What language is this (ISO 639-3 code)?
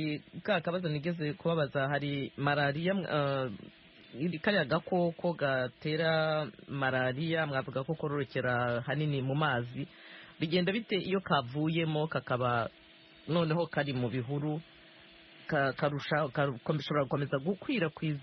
kin